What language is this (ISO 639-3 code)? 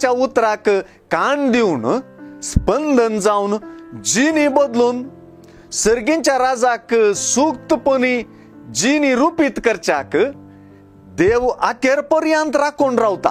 kok